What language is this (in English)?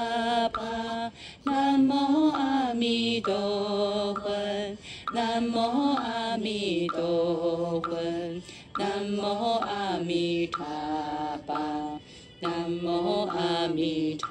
Chinese